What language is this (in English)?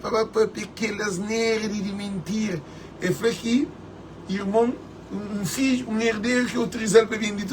Kabuverdianu